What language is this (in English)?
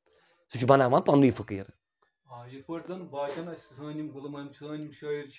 Kashmiri